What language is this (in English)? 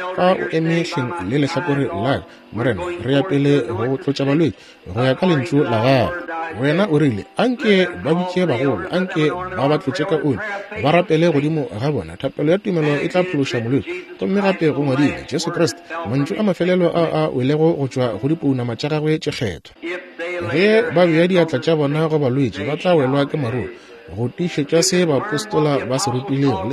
Northern Sotho